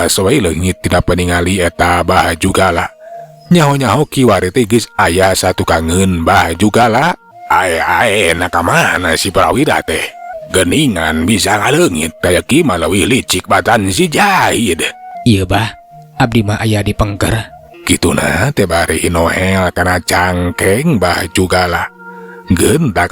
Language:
Sundanese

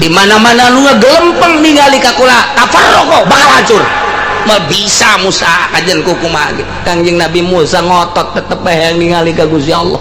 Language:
Sundanese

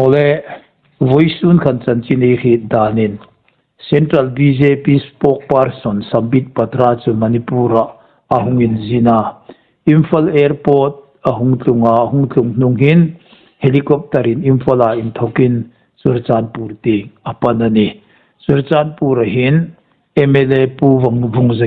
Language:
Hmar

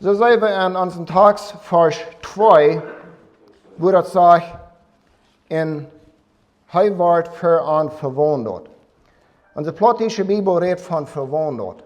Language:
Plautdietsch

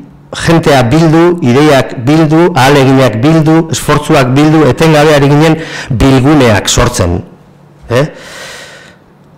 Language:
Basque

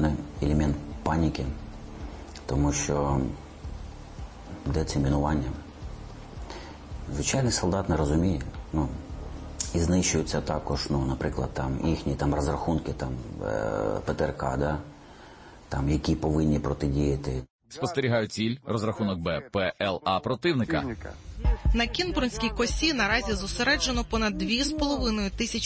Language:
Ukrainian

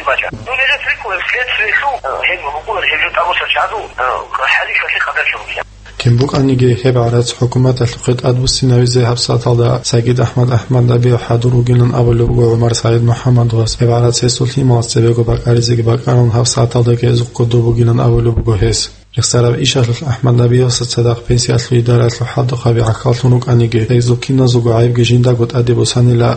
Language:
Avaric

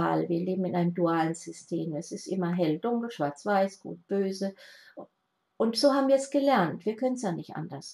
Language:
German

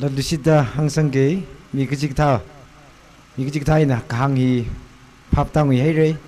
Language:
Tangkhul Naga (India)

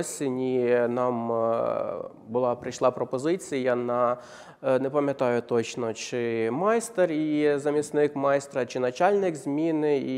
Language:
Ukrainian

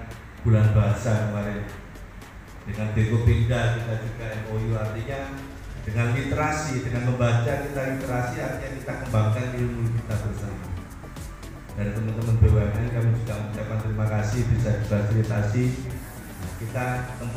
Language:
Indonesian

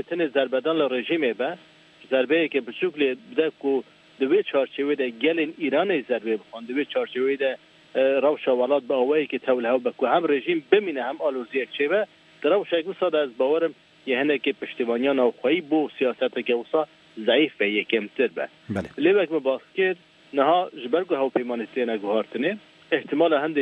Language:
Kurdish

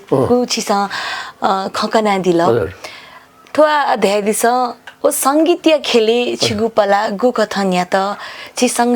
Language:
Newari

